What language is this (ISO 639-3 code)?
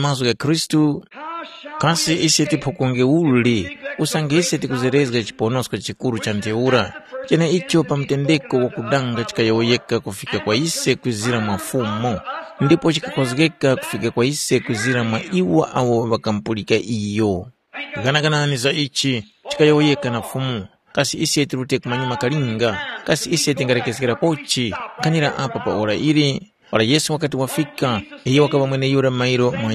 tum